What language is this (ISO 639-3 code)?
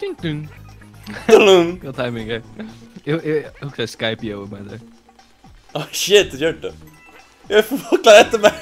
fao